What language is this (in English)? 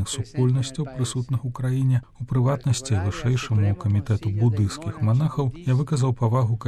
Belarusian